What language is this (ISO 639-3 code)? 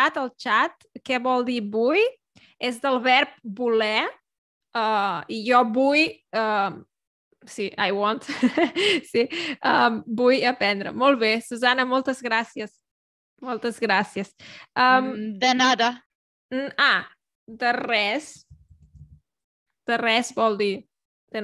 cat